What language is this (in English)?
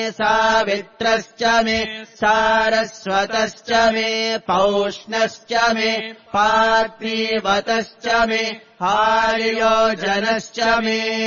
Sanskrit